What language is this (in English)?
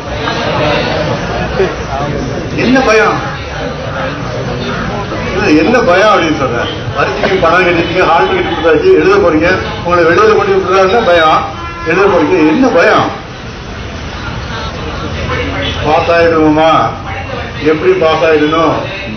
Tamil